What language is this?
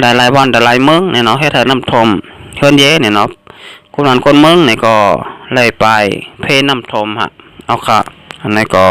Shan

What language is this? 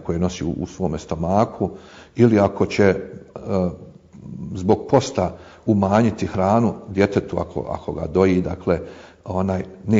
Bosnian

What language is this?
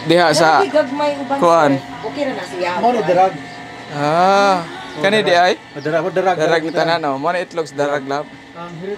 Cebuano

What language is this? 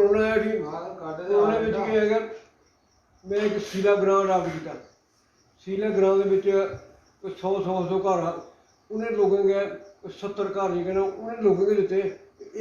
Dogri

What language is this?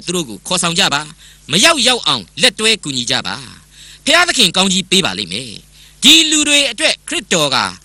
Burmese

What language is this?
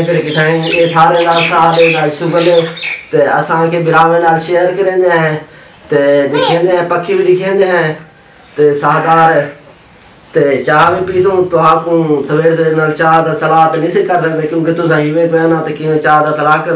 Saraiki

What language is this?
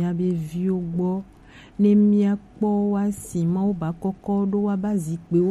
Gen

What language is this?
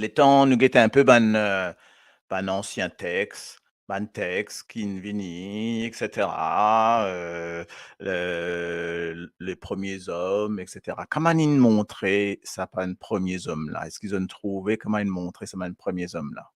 Morisyen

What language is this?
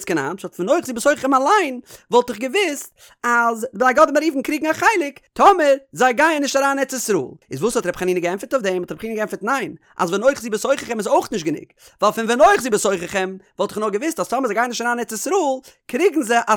Yiddish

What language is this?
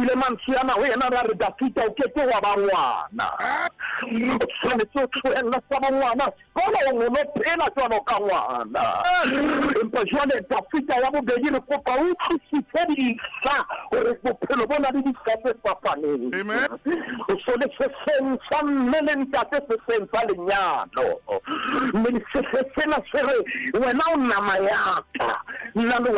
Southern Sotho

